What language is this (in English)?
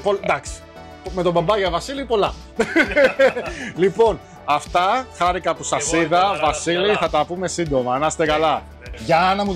Greek